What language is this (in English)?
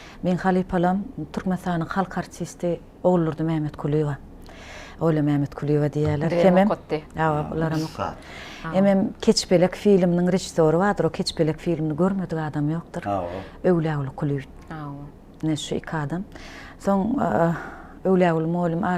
Turkmen